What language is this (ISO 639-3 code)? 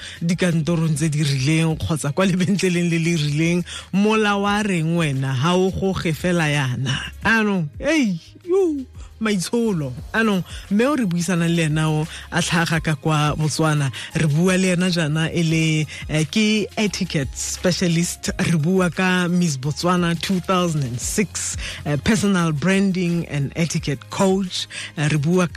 tsn